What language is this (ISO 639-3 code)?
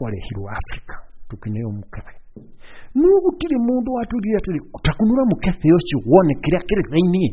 kik